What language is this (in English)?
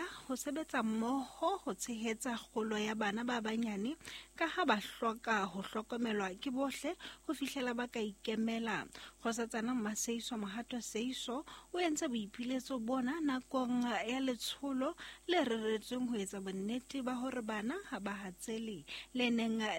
Southern Sotho